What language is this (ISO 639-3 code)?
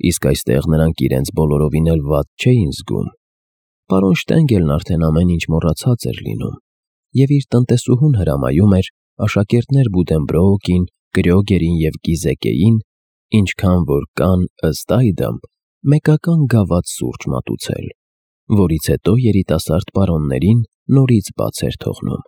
hye